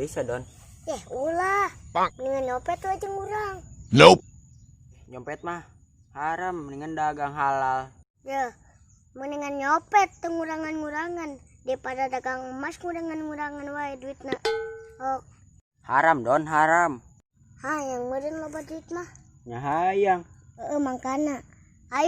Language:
Sundanese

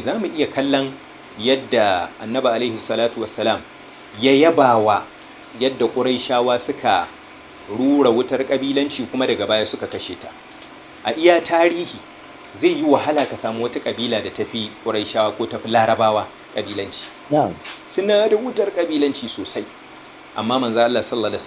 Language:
Hausa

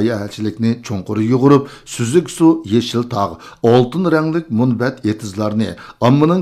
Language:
Uyghur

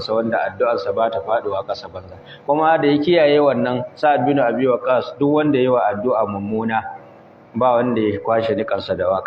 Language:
Hausa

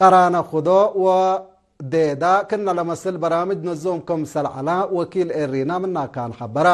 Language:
Tigre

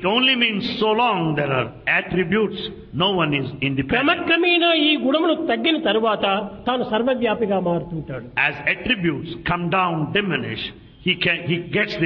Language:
Telugu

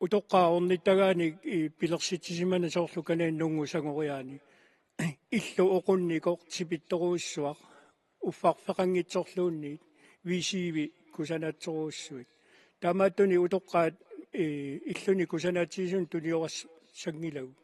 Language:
Kalaallisut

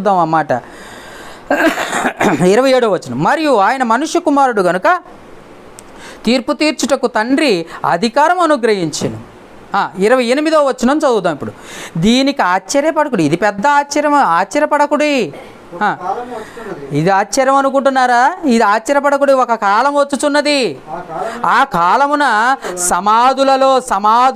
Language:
Telugu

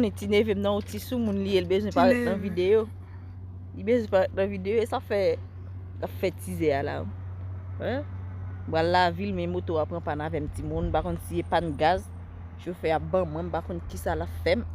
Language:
Haitian Creole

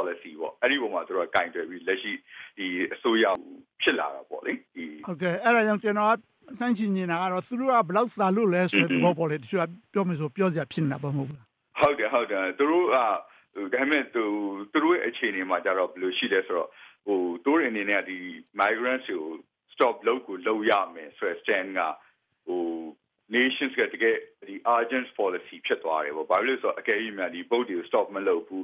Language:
Burmese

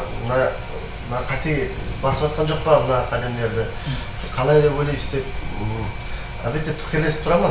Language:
Kara-Kalpak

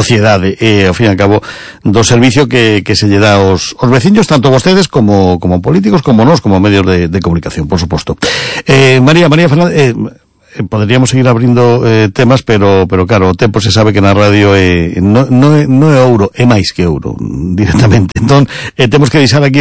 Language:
Galician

